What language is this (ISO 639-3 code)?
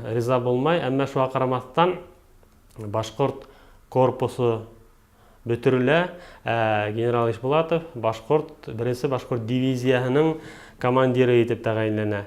bak